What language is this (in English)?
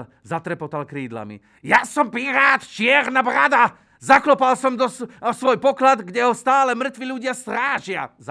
Slovak